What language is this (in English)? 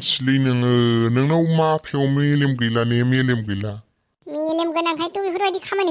Bodo